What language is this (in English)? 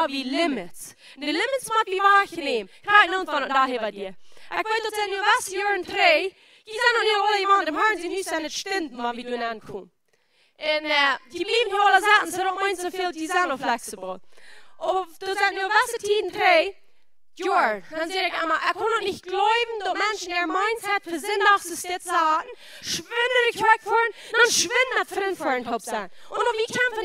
Plautdietsch